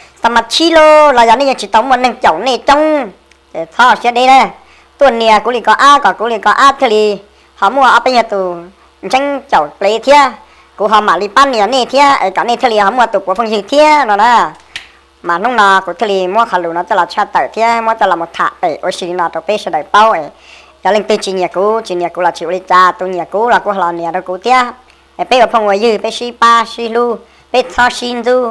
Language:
Hmong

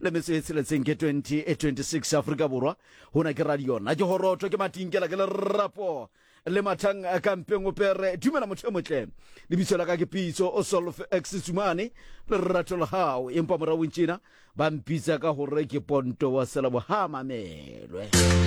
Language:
Southern Sotho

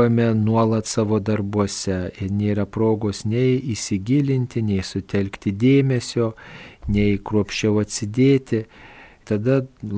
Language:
Lithuanian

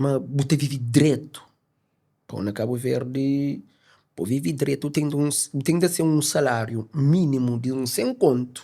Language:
Kabuverdianu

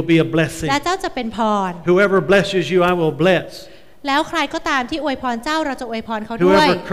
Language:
Thai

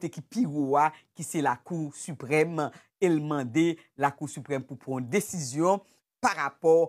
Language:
Haitian Creole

